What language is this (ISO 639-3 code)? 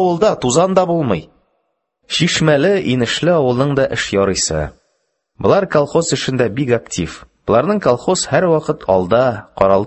tat